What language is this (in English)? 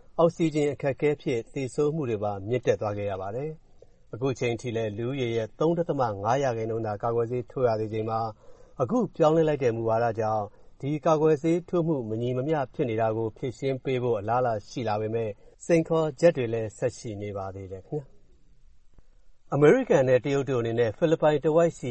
Burmese